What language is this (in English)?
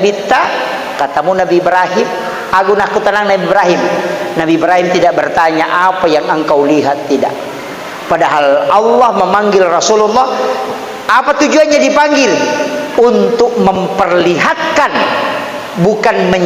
Buginese